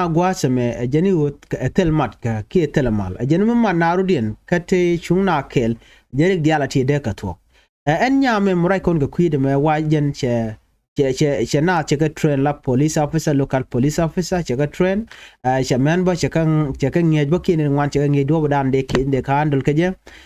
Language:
Nuer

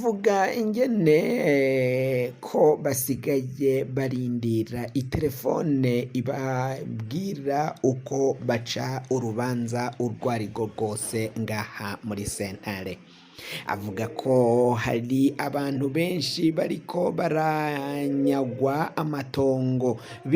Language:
Rundi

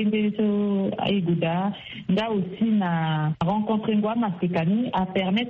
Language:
Sango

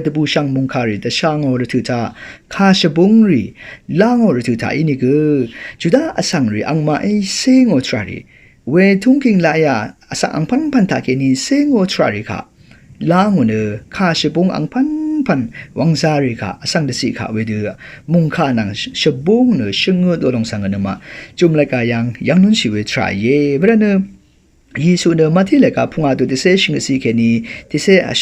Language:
Rawang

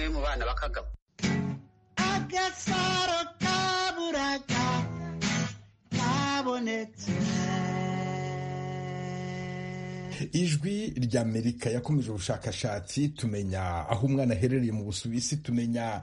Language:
Kinyarwanda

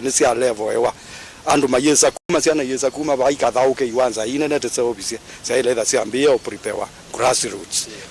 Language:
Kamba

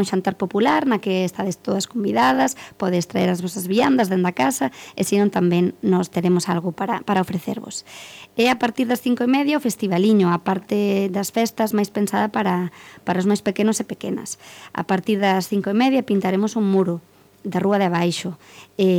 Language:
Galician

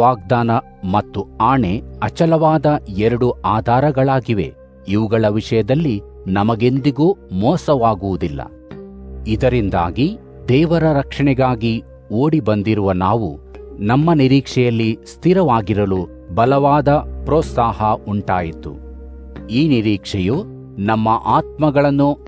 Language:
Kannada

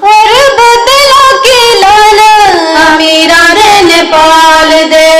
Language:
Western Panjabi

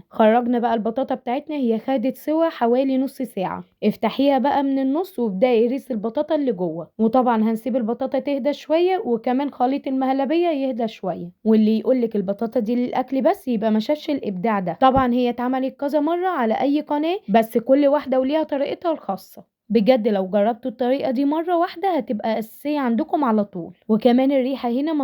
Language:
Egyptian Arabic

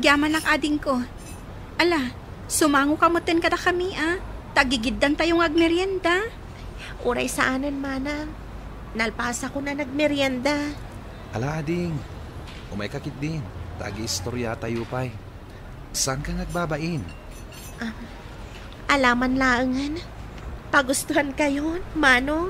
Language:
Iloko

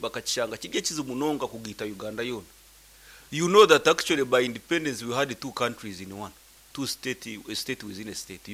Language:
Nyankole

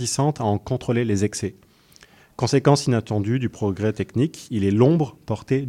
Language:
French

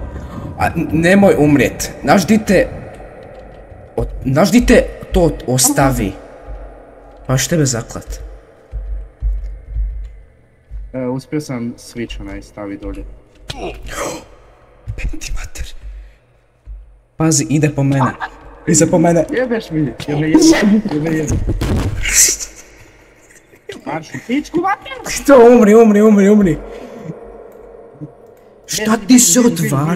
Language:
Croatian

